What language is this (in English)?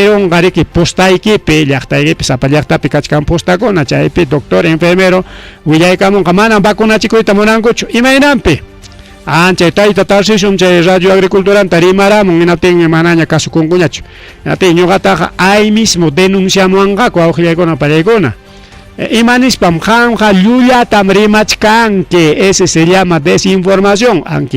Ayacucho Quechua